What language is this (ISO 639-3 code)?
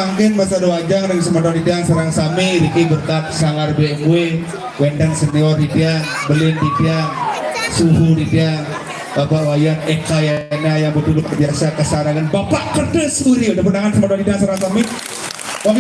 ban